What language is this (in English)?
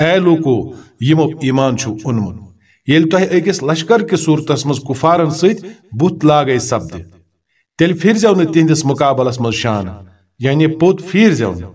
Kashmiri